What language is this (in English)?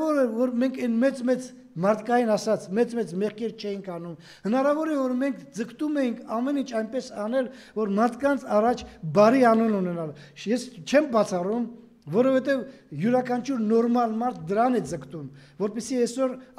Armenian